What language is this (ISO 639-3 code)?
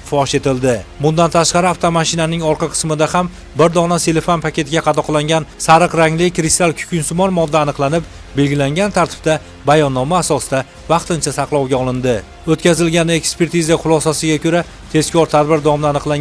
uzb